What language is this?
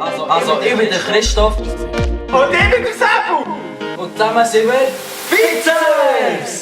Swiss German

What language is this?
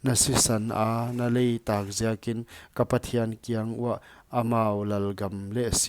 Paite Chin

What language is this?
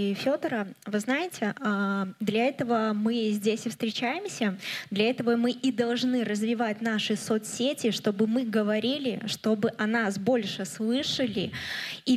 Russian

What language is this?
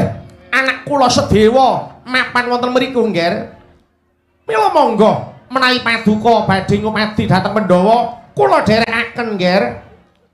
Javanese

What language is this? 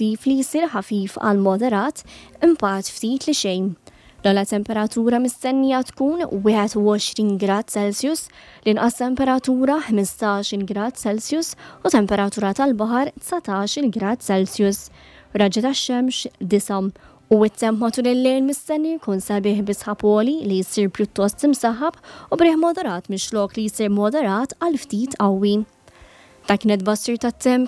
Maltese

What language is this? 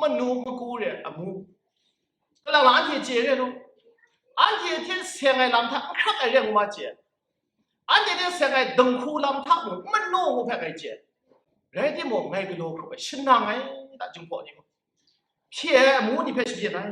Kachin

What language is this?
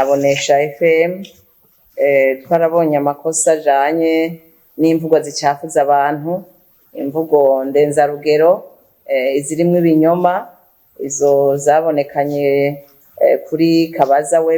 Rundi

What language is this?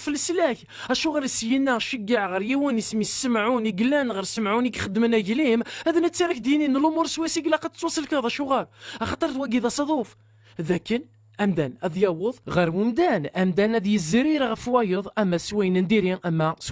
Kabyle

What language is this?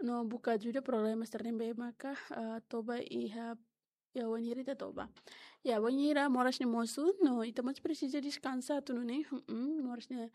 Tetum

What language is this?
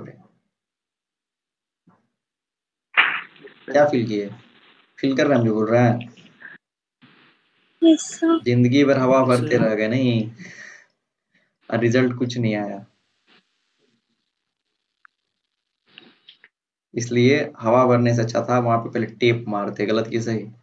Hindi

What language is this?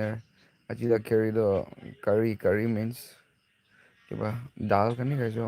Naga Pidgin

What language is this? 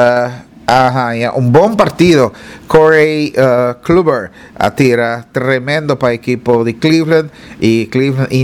Papiamento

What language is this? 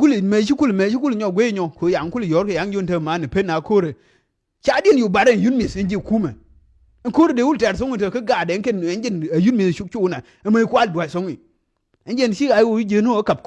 Nuer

